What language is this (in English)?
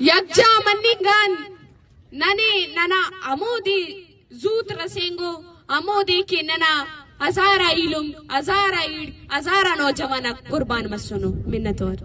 Brahui